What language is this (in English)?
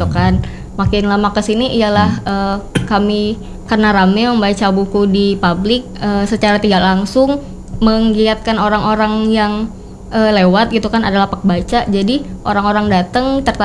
Indonesian